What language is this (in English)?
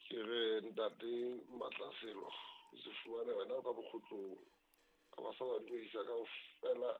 Southern Sotho